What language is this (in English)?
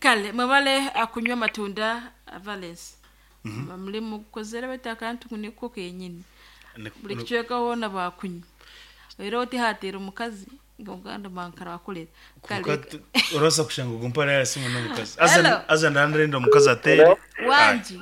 Nyankole